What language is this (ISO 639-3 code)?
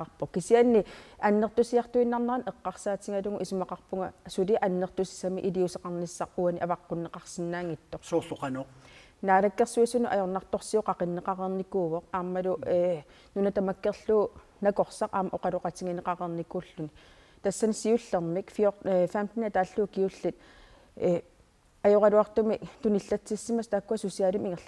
kal